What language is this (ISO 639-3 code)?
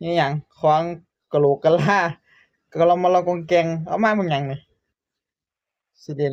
tts